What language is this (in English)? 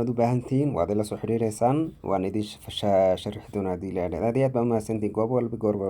Somali